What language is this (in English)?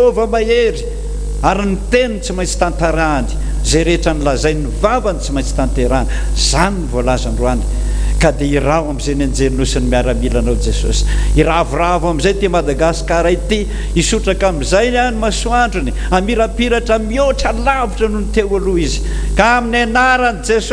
Malagasy